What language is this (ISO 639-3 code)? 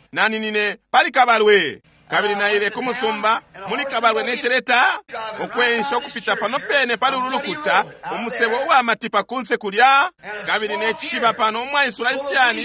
bem